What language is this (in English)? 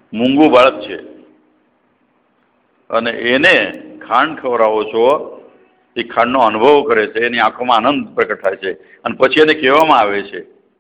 Gujarati